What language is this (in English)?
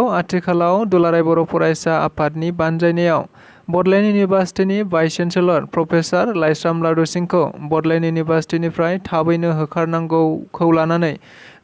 Bodo